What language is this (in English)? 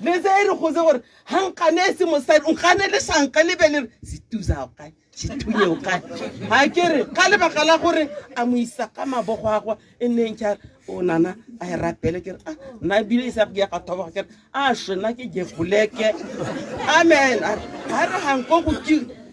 Tswana